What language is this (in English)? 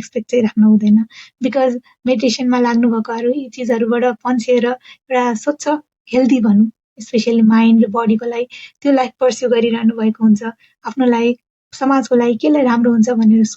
Nepali